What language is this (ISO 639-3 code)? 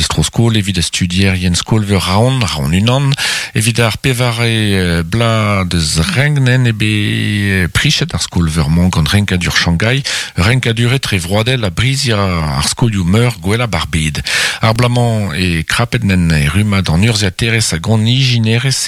bre